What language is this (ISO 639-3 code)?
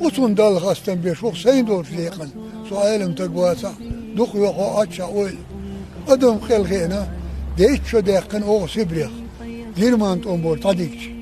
che